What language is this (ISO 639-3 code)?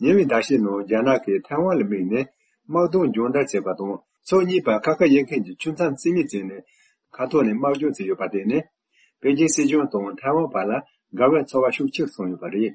bod